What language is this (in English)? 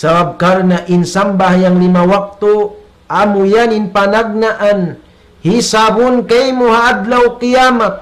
Tausug